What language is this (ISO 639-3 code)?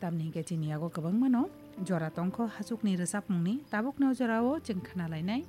trp